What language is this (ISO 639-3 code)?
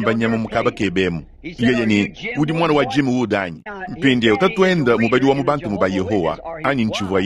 lua